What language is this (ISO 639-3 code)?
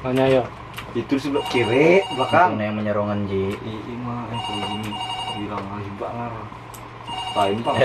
bjn